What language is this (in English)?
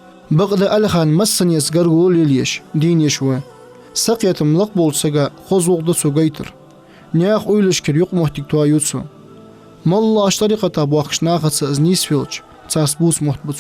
Ingush